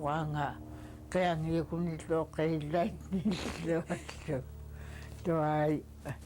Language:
Central Yupik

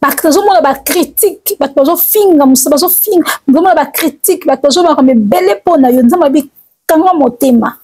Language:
Lingala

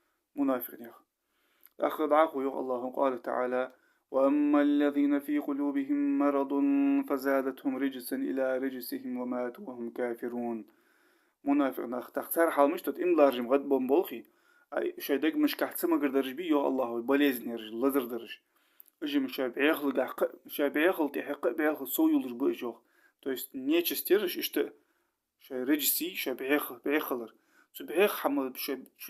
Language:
Ingush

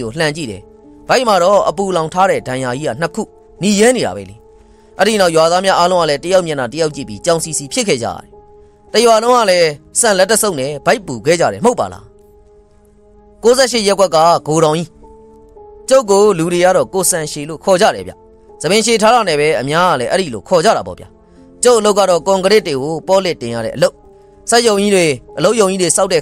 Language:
Burmese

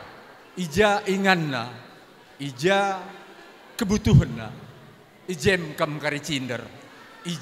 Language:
Batak Karo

